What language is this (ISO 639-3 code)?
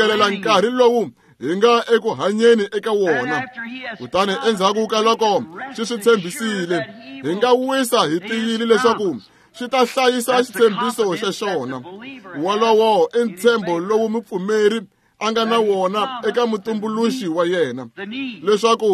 tso